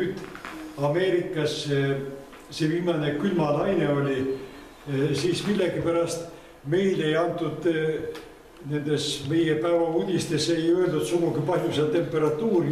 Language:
Estonian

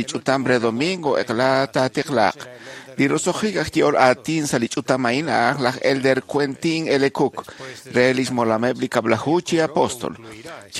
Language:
Kekchí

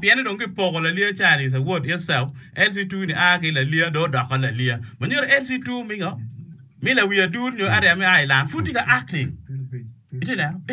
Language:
Acoli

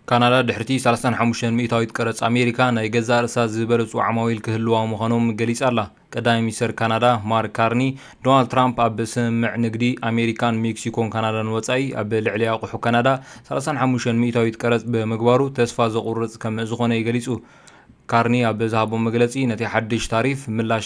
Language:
Tigrinya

